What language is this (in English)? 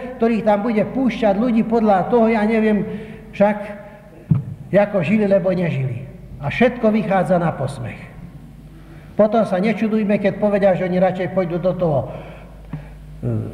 Slovak